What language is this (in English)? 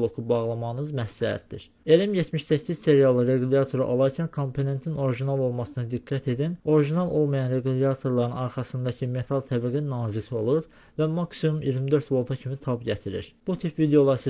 Azerbaijani